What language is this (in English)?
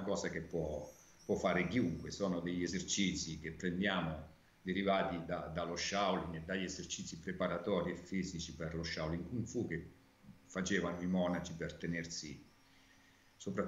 Italian